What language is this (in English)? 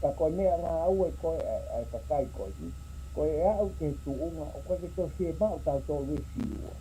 Tongan